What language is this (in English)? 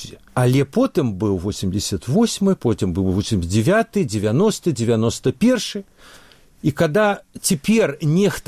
Belarusian